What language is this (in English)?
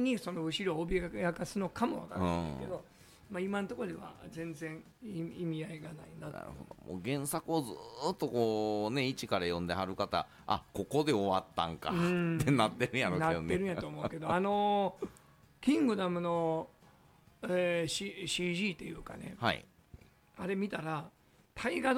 Japanese